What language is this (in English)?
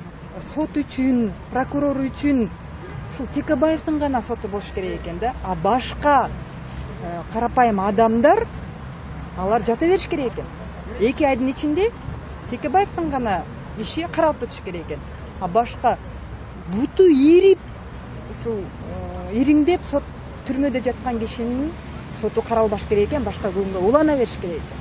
Kyrgyz